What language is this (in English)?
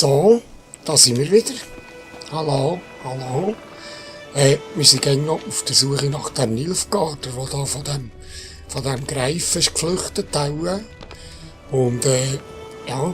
Swiss German